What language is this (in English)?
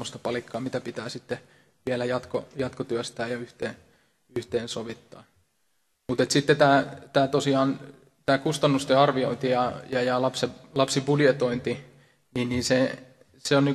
Finnish